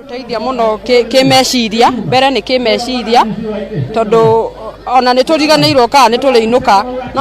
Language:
Kikuyu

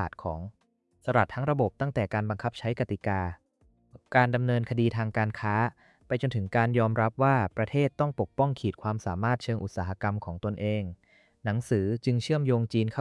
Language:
Thai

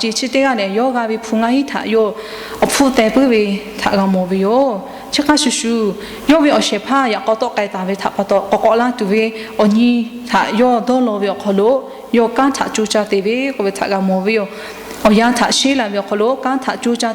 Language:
Lahu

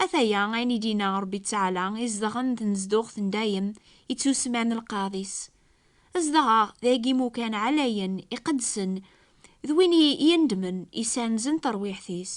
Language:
Kabyle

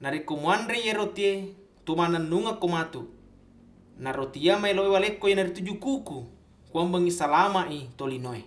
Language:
Buginese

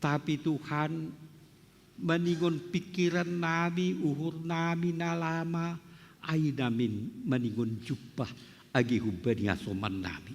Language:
Batak Simalungun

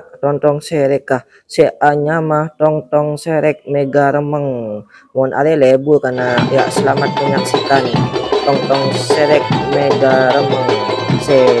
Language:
Madurese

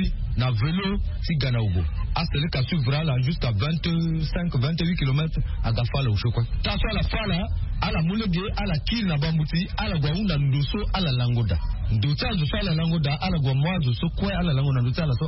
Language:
Sango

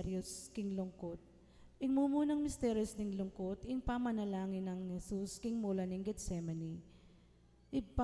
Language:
Pampanga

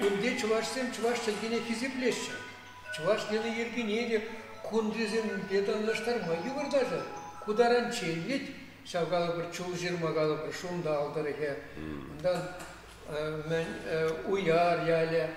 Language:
Chuvash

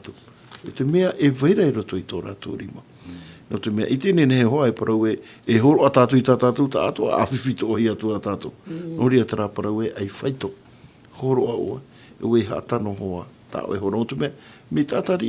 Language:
Tahitian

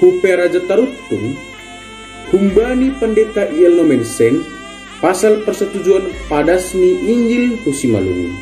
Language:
Batak Simalungun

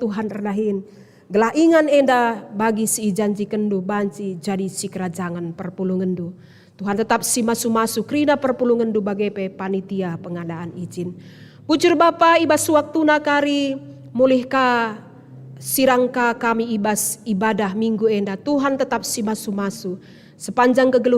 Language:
Batak Karo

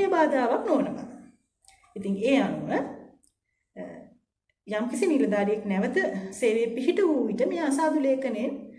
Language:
Sinhala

